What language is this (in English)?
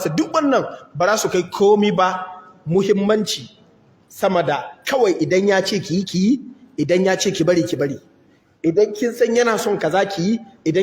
Hausa